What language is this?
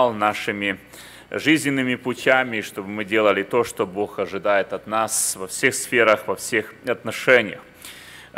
Russian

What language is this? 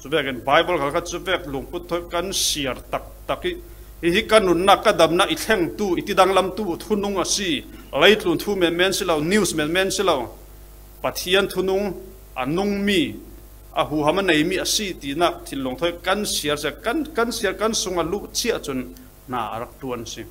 Falam Chin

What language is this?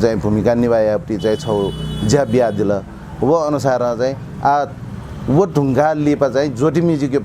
Newari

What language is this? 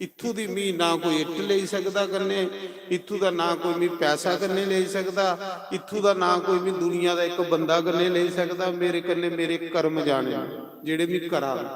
Dogri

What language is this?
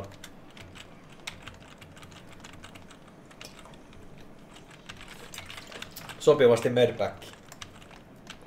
Finnish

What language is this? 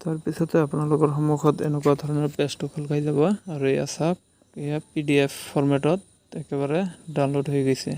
Assamese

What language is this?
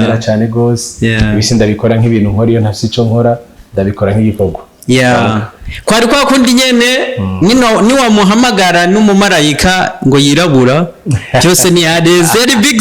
Rundi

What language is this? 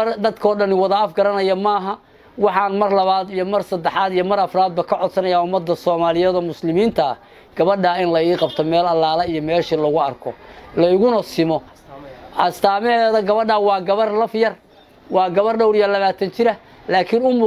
Somali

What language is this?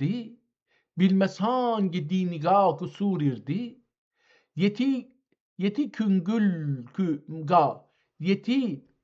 South Azerbaijani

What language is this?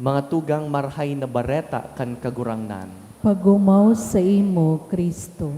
Bikol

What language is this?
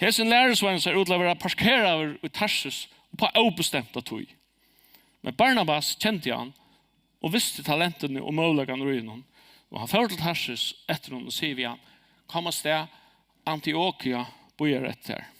Faroese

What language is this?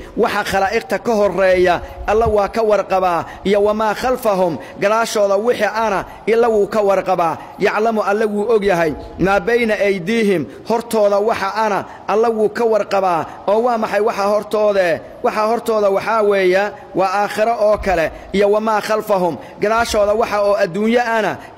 Somali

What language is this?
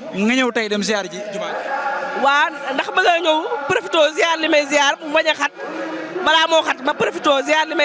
Wolof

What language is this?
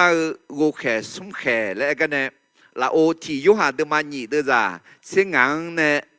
Akha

